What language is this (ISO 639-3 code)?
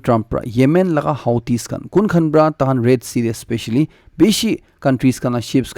nag